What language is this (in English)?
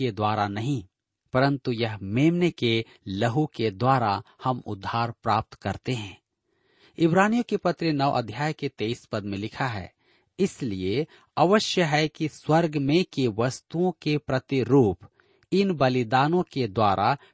Hindi